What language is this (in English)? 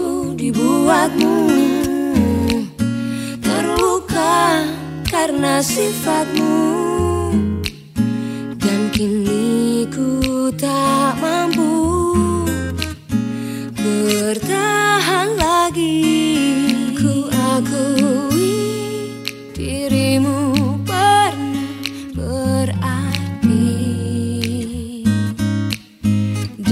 Indonesian